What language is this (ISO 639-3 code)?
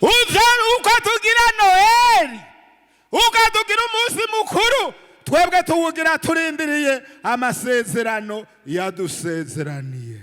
run